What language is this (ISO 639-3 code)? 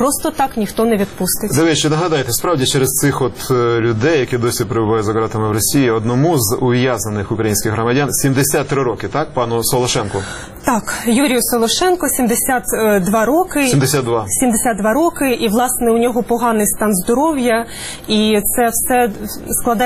ukr